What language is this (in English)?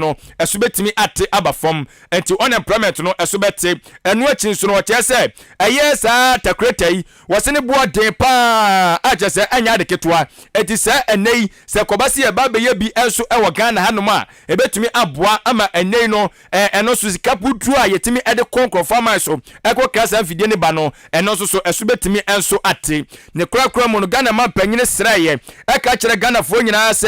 Akan